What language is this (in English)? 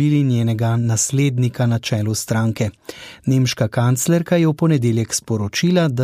Slovenian